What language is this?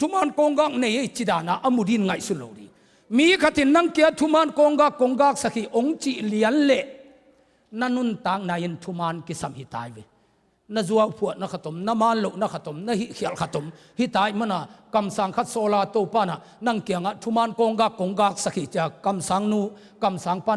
Tedim Chin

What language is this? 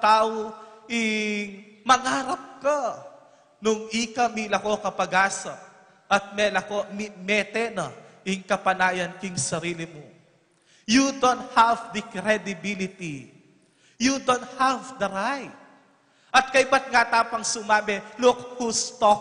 Pampanga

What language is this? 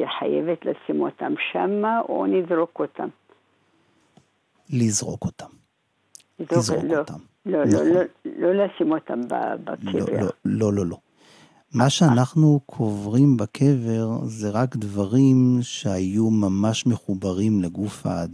Hebrew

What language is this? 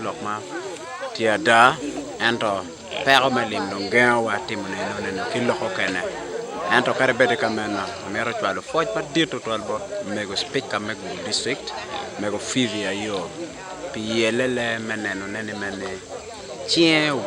Acoli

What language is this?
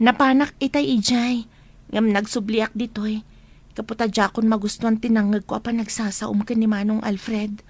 Iloko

